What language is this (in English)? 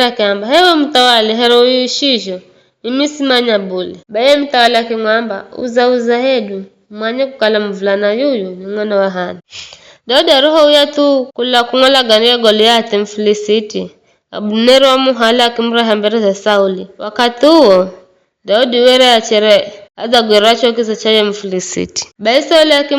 Giryama